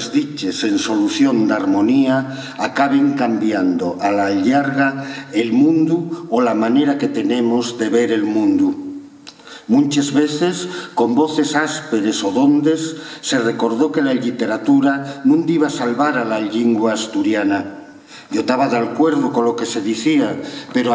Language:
Asturian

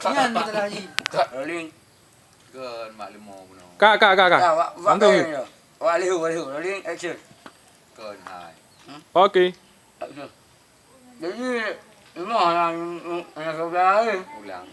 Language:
Achinese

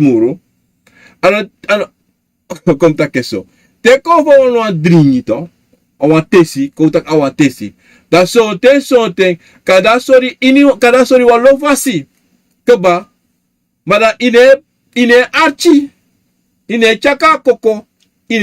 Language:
Sranan Tongo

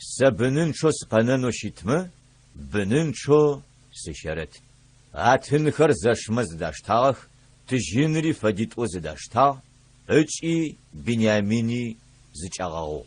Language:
Adyghe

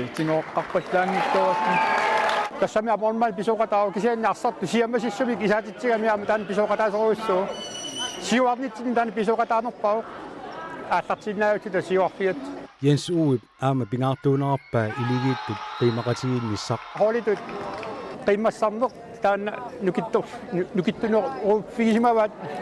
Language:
Kalaallisut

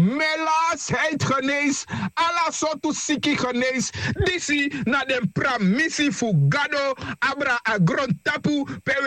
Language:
Sranan Tongo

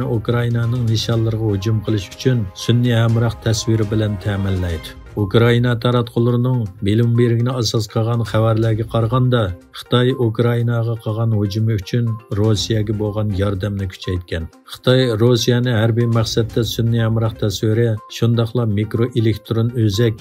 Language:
Uyghur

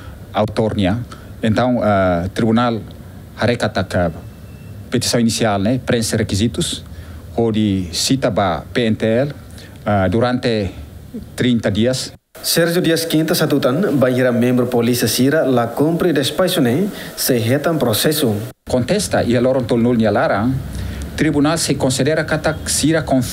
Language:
Tetum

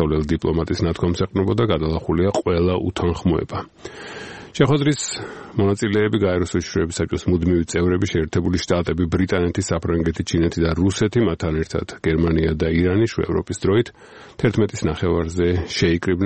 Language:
Georgian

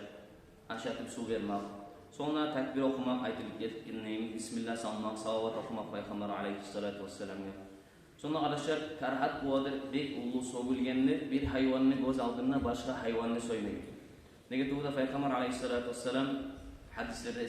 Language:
Kumyk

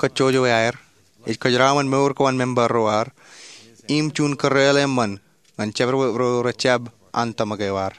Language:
Marshallese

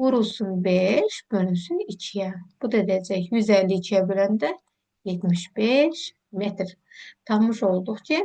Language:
Azerbaijani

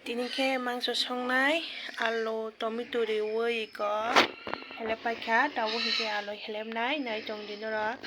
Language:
Kok Borok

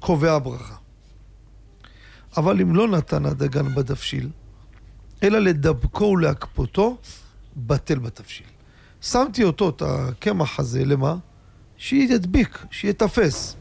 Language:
Hebrew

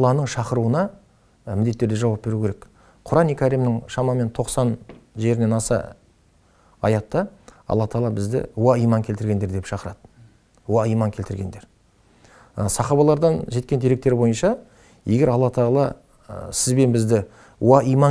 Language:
Kazakh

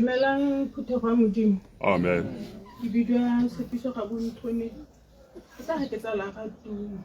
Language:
Tswana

